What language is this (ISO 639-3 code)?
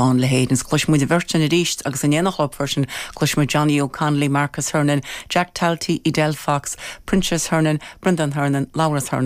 gle